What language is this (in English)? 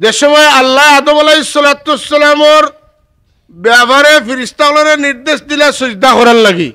Sylheti